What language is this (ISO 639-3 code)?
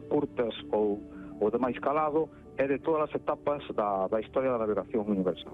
glg